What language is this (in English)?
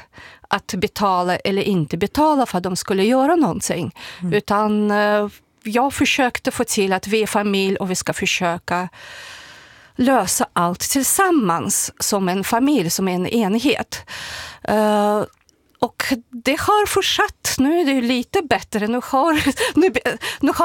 Swedish